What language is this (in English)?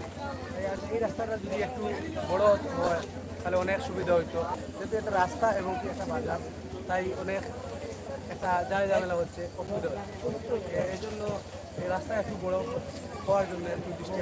Sylheti